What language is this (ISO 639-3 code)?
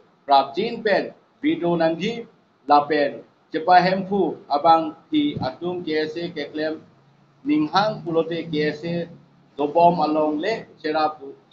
mjw